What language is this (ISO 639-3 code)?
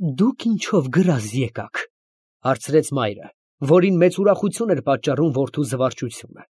hye